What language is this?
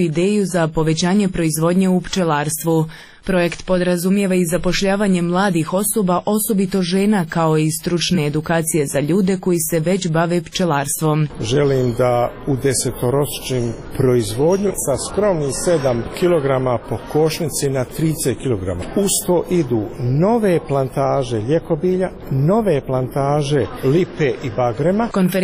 Croatian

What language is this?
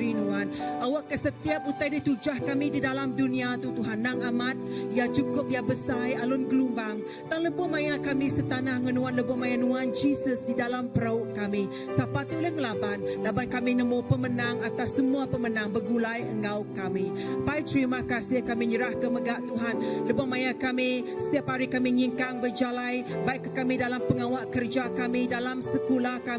Iban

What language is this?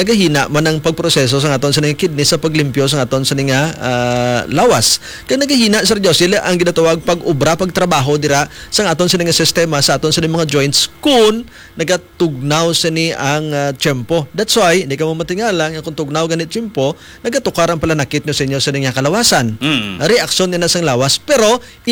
Hiligaynon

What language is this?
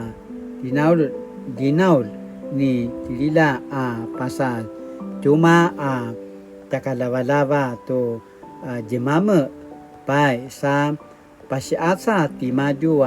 Paiwan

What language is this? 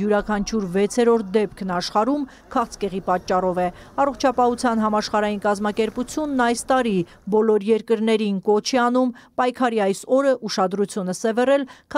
Armenian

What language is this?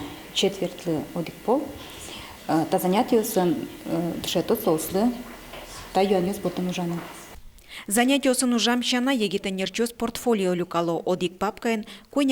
Udmurt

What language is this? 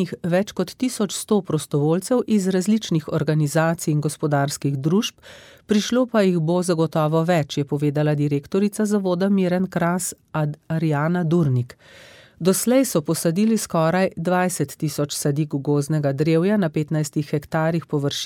Slovenian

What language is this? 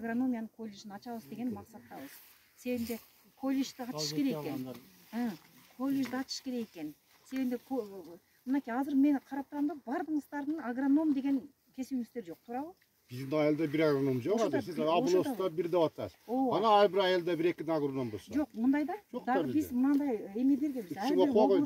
Kyrgyz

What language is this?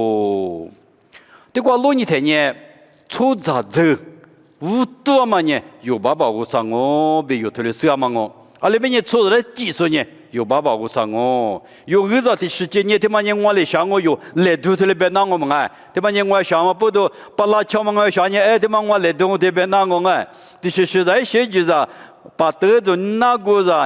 Lisu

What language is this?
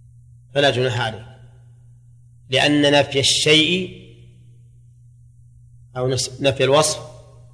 Arabic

